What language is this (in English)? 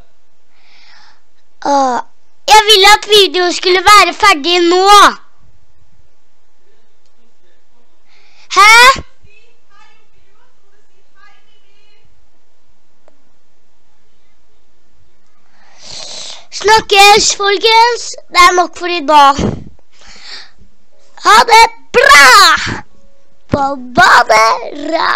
Norwegian